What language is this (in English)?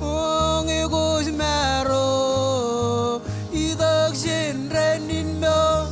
Marshallese